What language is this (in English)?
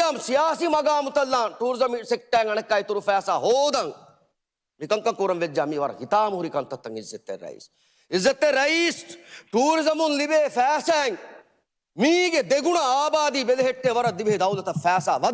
Divehi